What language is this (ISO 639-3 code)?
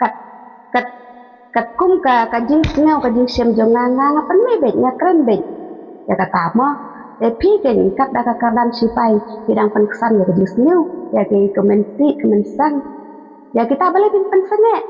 kha